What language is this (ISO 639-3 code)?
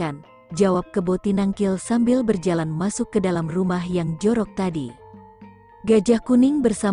ind